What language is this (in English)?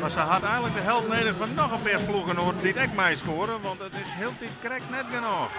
Western Frisian